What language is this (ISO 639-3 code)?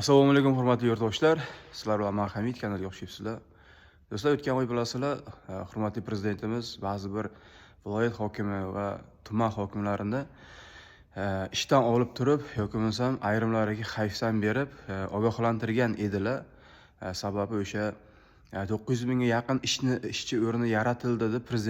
uzb